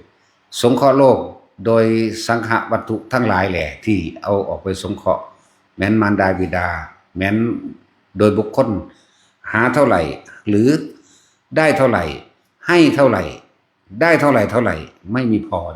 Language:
Northeastern Thai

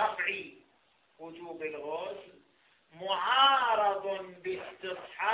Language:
Arabic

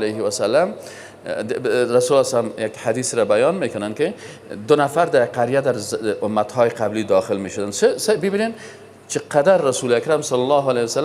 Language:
Persian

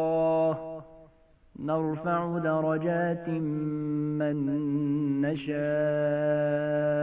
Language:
Arabic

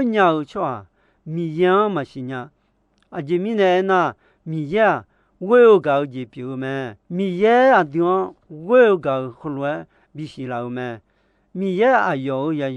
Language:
Akha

